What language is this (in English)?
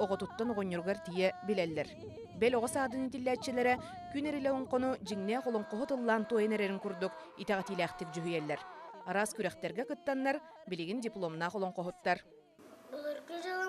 Yakut